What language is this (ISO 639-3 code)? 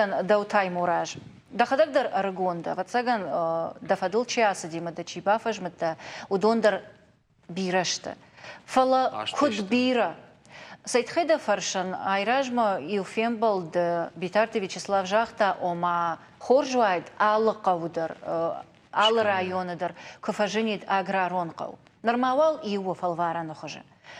oss